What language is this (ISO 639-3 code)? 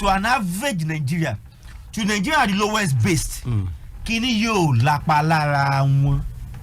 yor